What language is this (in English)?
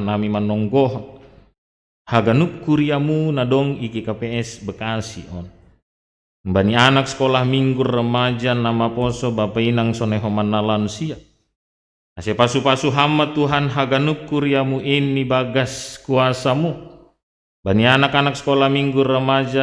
Batak Simalungun